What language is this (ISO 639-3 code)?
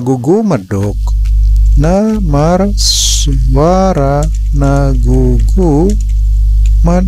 bbc